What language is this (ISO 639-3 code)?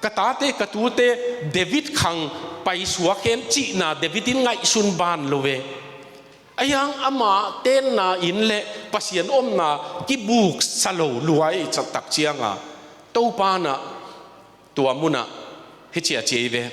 ctd